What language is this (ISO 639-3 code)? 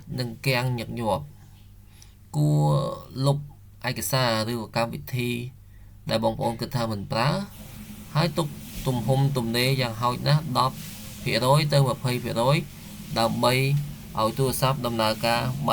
khm